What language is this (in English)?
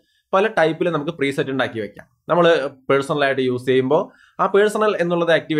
Malayalam